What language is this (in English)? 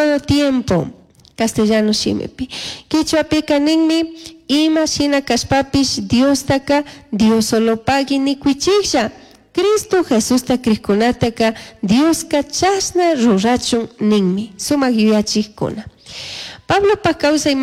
Chimborazo Highland Quichua